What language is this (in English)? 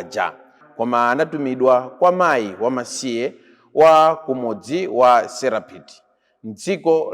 Nyanja